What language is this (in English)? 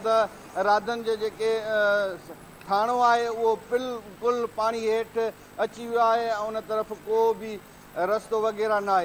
Sindhi